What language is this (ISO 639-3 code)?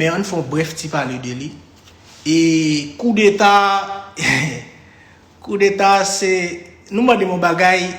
hat